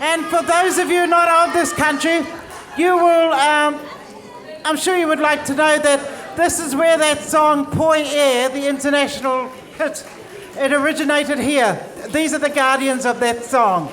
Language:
Māori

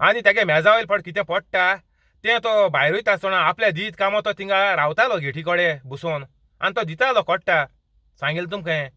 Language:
Konkani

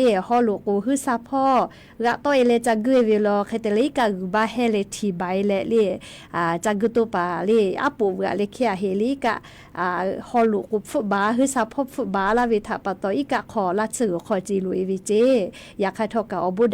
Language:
Lahu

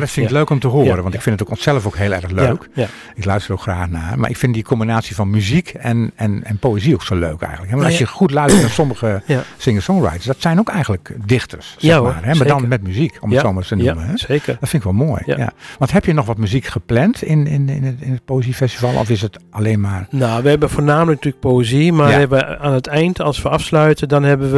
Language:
Dutch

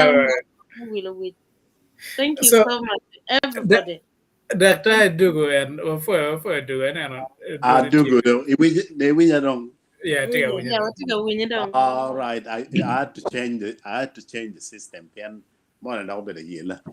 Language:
Acoli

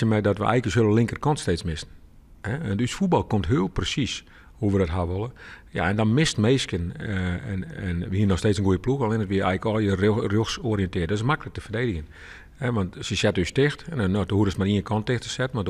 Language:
Western Frisian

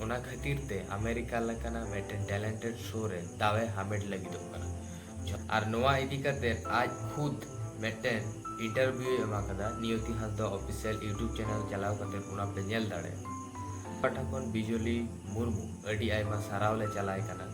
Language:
Santali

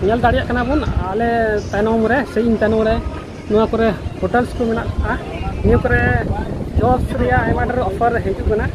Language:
Santali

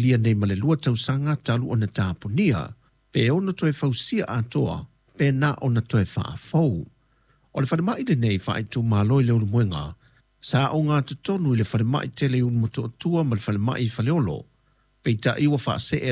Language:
Samoan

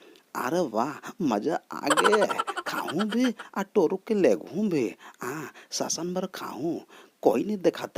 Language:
Chhattisgarhi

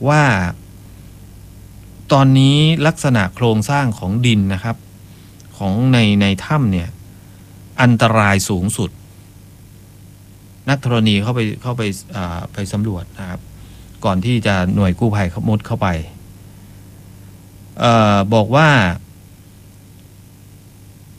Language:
Thai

